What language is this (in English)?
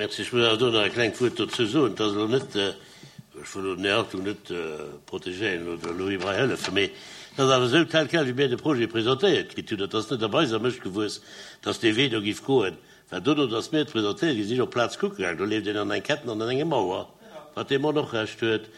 Luxembourgish